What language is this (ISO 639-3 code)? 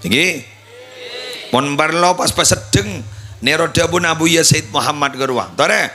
mad